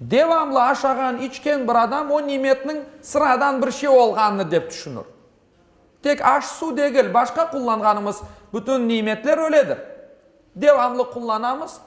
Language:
Crimean Tatar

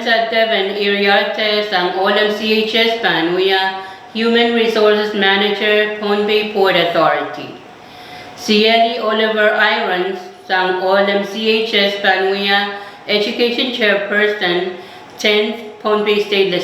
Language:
Pohnpeian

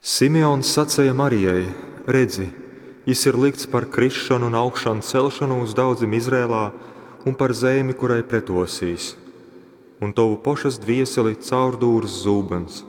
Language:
Latgalian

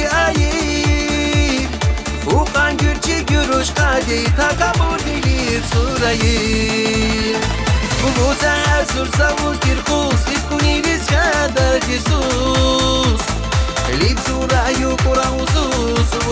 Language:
Tabassaran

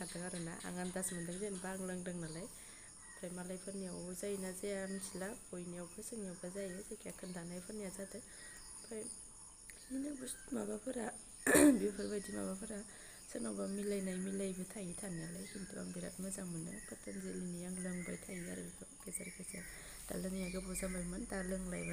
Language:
Bodo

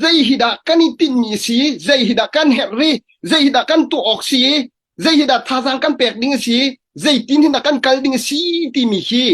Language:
Hakha Chin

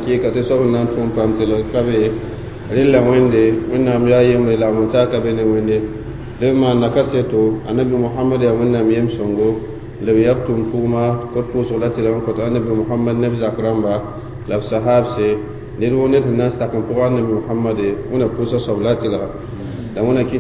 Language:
Mossi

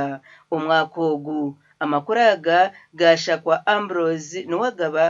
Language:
Nyankole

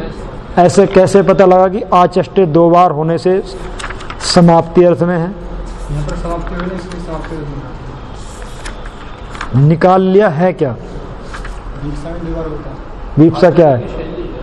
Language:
Hindi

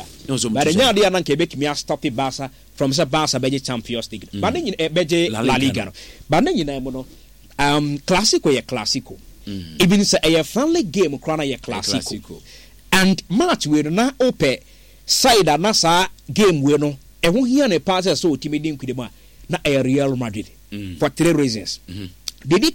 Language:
Akan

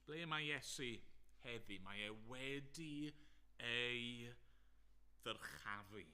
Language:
Welsh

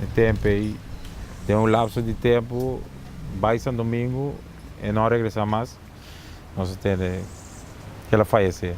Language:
Papiamento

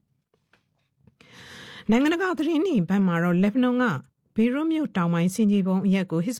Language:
Burmese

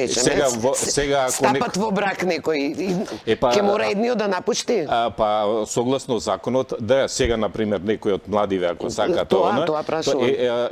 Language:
Macedonian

